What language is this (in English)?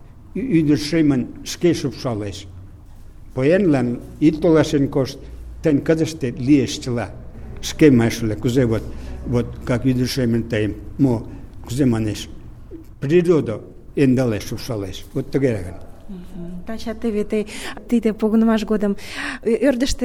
Mari